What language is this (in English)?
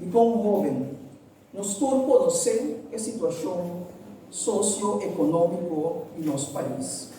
Papiamento